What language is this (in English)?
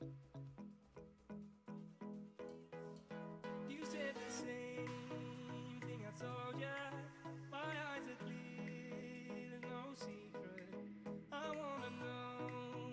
English